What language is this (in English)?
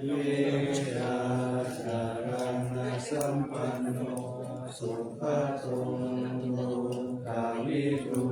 Pali